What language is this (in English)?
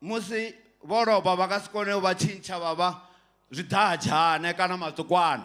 Venda